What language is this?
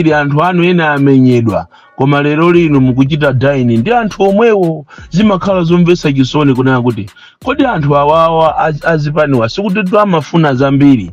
Nyanja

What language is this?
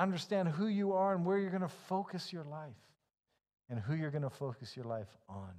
English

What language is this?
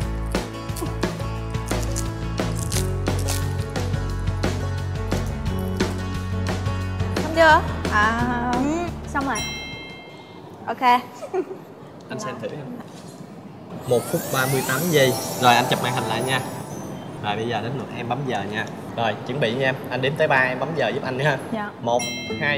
Vietnamese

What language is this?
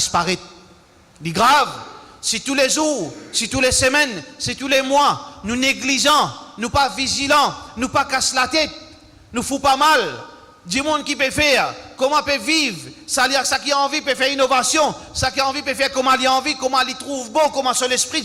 Morisyen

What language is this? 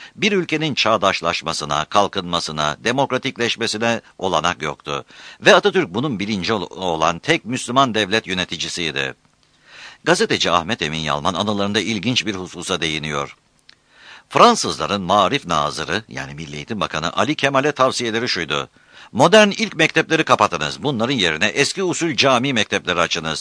Turkish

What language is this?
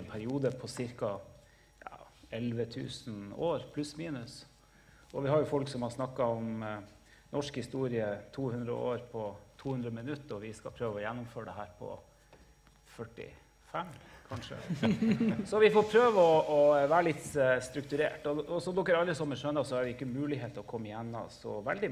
Norwegian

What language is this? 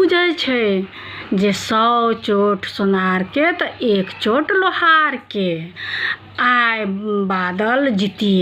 Maithili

